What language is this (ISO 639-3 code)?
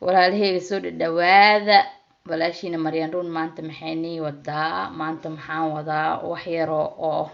som